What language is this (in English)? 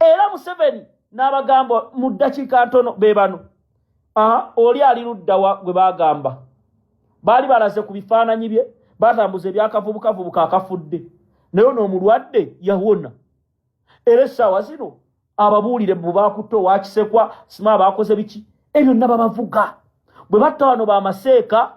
Ganda